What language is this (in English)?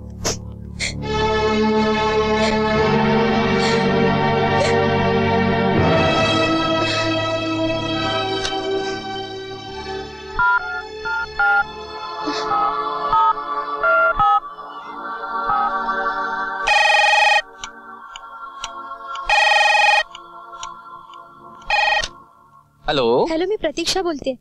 Marathi